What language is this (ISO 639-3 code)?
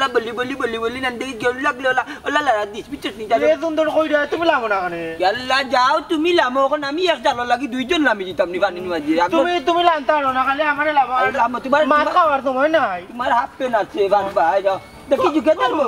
syl